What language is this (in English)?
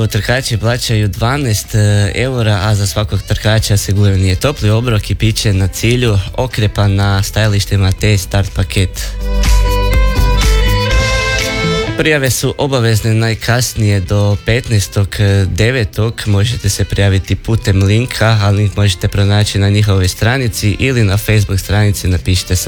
Croatian